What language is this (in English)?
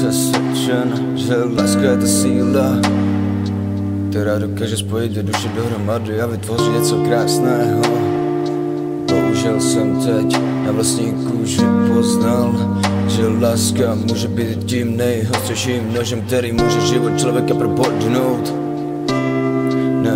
Czech